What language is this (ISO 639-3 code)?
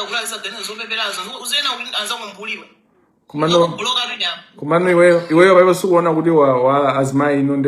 nya